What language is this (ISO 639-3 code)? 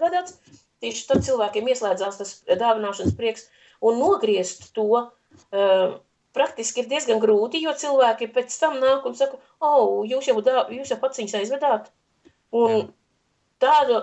lav